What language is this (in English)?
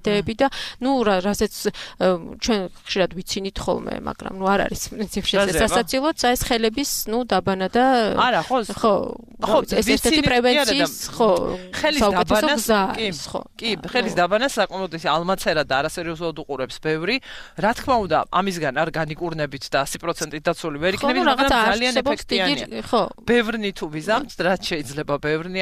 Georgian